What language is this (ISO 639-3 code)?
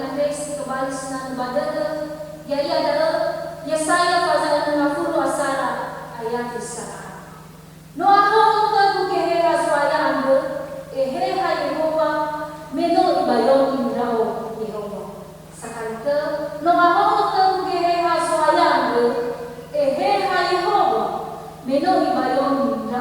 nia